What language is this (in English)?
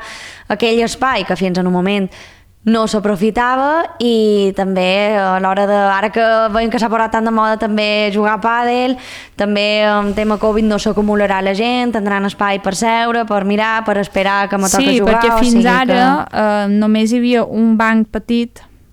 Catalan